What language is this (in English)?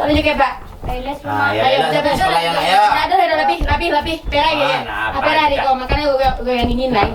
Minangkabau